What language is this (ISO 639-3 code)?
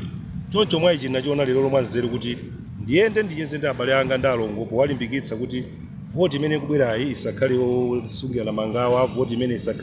nya